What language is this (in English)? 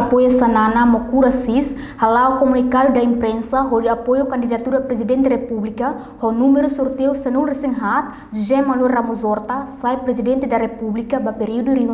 Tetum